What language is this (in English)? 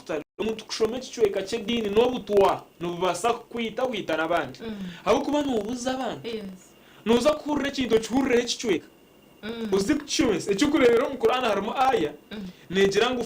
Nyankole